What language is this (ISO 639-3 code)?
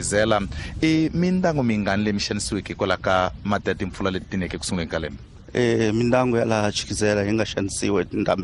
tso